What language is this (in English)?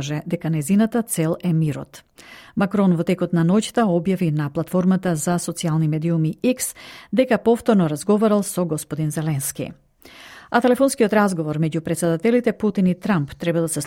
Macedonian